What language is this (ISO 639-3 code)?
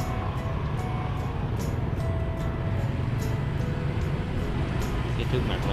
vie